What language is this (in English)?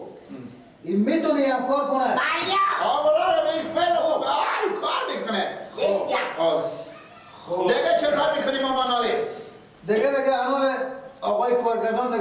Persian